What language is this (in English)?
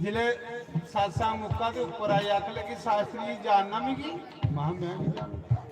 Dogri